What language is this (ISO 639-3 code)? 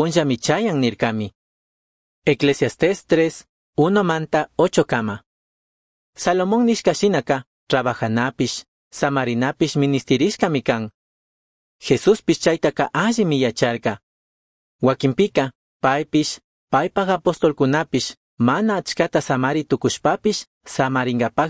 qug